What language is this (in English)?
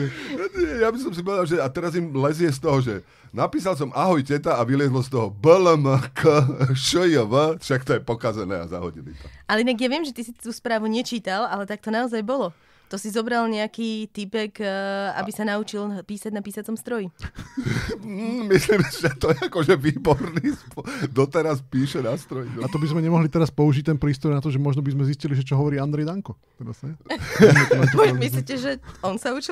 Slovak